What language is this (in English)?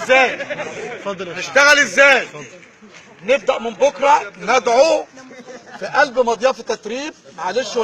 Egyptian Arabic